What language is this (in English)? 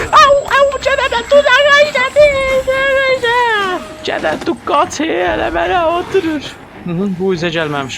South Azerbaijani